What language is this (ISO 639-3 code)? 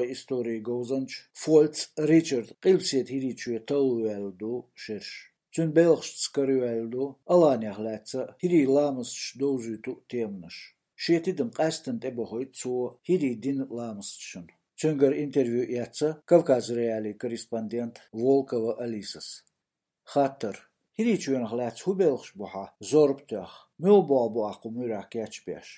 che